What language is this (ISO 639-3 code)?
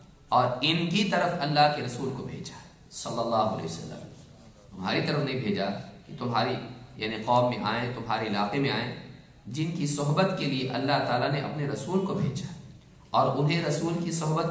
urd